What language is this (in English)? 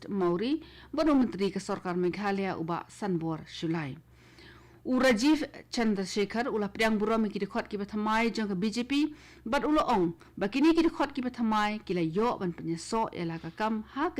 Khasi